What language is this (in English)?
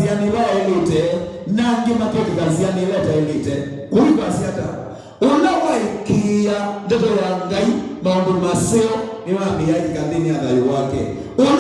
Kamba